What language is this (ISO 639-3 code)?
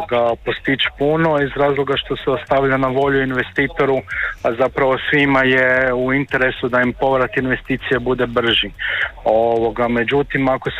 hrv